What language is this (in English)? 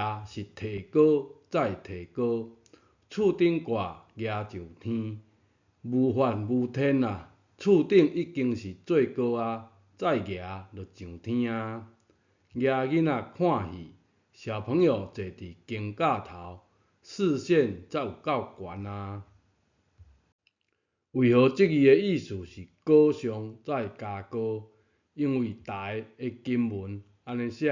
Min Nan Chinese